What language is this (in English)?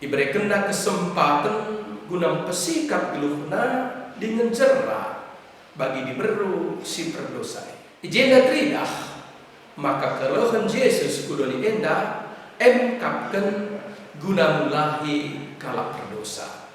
Batak Karo